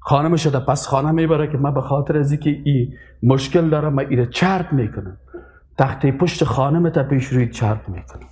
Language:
Persian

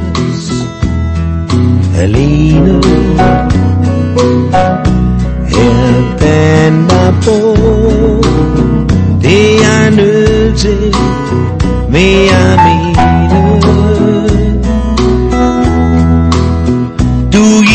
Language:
Danish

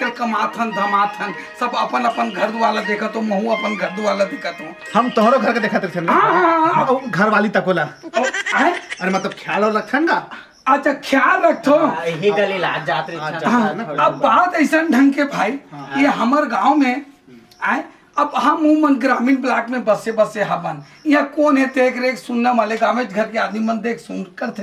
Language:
Chhattisgarhi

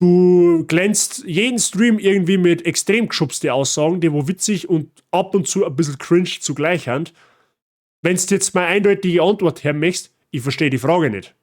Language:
Bavarian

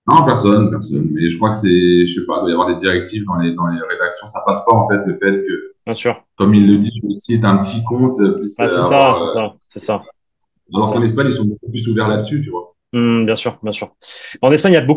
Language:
French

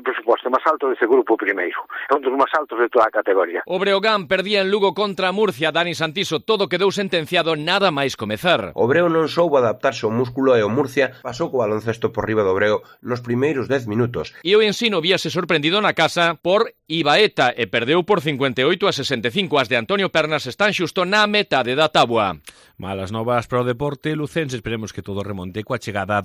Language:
Galician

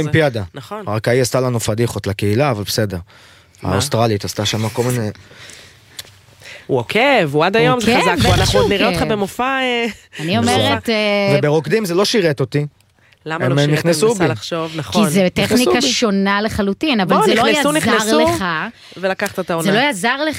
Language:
Hebrew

